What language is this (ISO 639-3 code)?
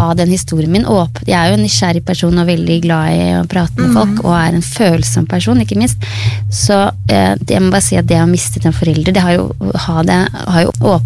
nor